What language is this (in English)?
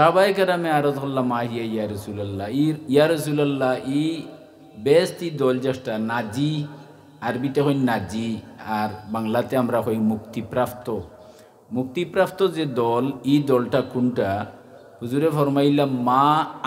Sylheti